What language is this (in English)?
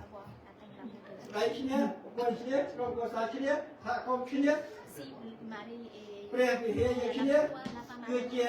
Khmer